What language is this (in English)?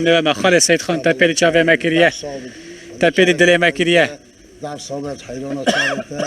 Kurdish